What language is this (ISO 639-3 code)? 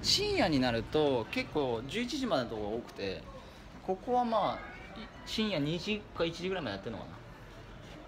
jpn